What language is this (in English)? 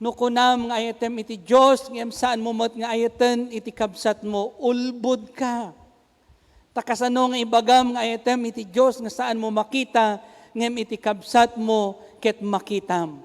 Iloko